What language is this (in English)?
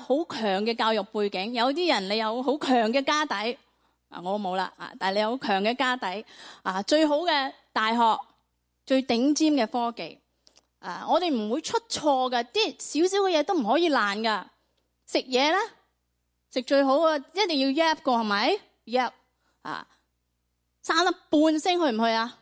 Cantonese